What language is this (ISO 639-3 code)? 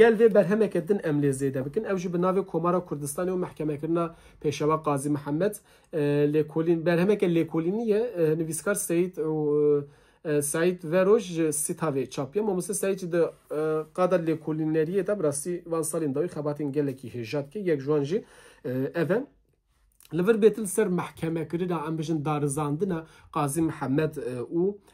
kur